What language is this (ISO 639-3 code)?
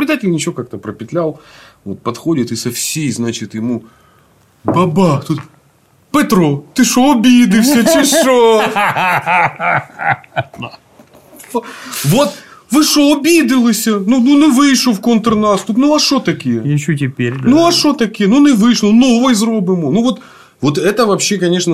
rus